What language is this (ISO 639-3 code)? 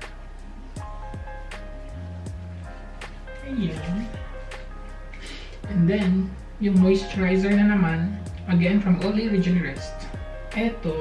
fil